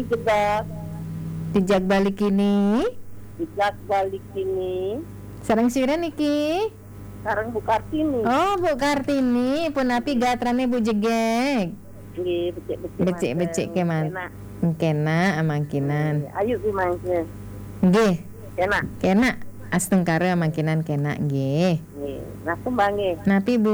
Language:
Balinese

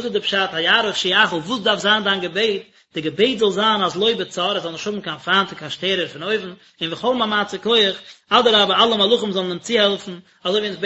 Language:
Yiddish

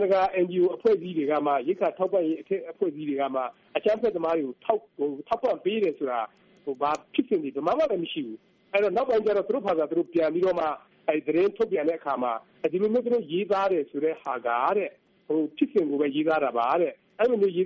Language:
Burmese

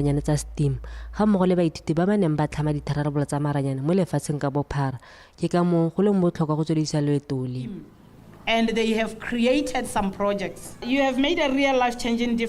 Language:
Tswana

